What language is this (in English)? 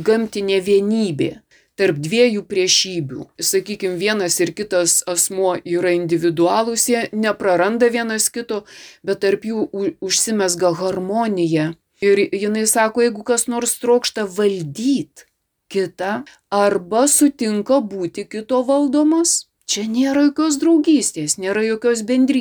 Lithuanian